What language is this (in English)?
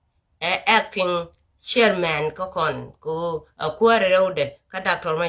Nuer